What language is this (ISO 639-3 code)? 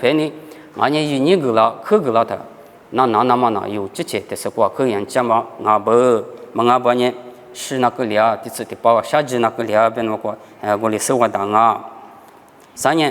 lis